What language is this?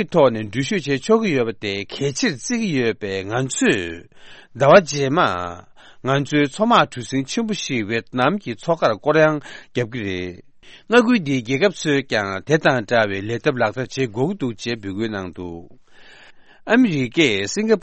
Tibetan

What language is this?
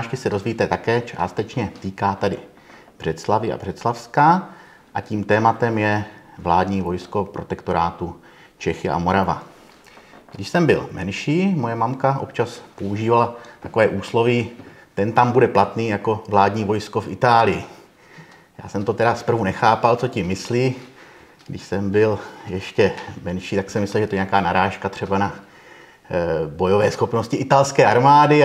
Czech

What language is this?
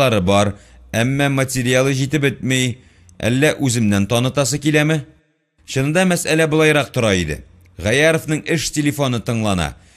Tatar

